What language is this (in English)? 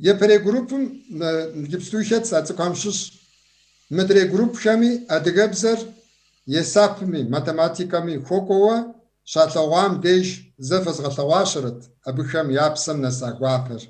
Kabardian